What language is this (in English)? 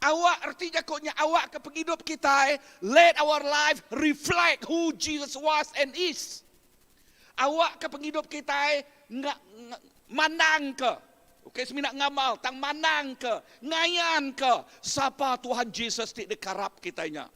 Iban